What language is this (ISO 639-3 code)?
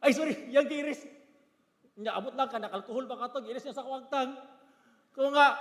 ceb